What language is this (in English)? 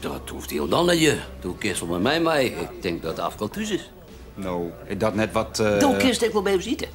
Western Frisian